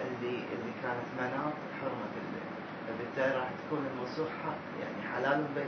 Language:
Mesopotamian Arabic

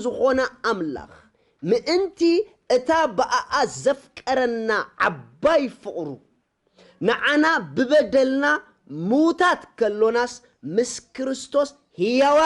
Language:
Tigrinya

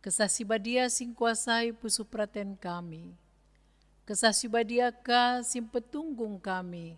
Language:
Batak Karo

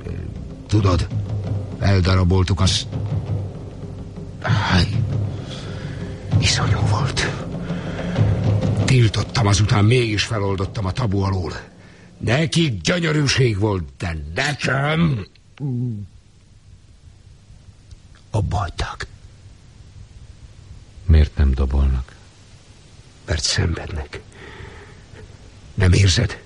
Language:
Hungarian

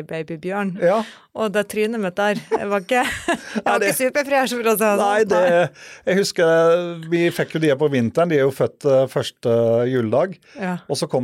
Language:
Norwegian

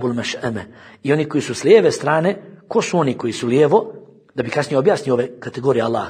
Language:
Bosnian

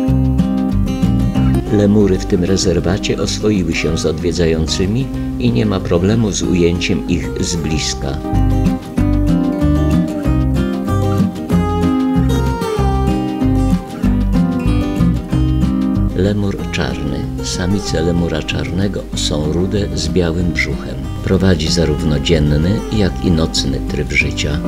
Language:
Polish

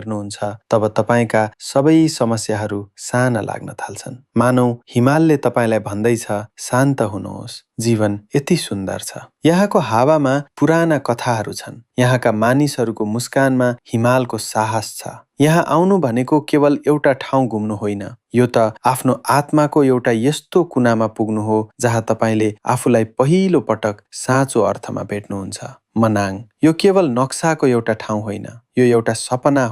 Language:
Nepali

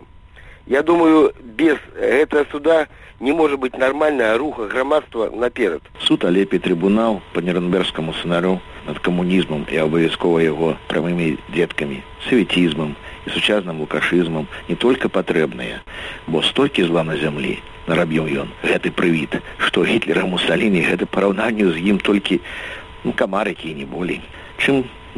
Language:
Belarusian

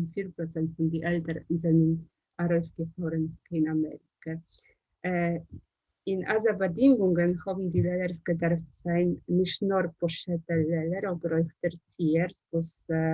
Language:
Yiddish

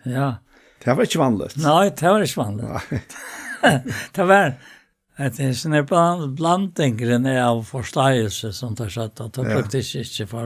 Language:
Faroese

